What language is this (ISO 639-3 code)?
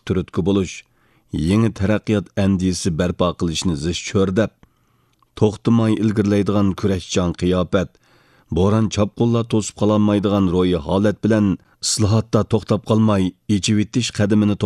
uig